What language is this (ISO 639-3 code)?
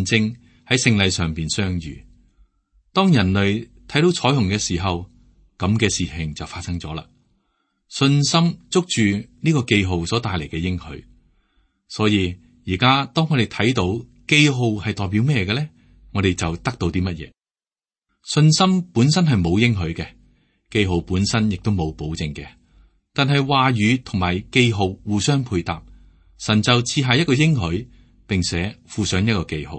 yue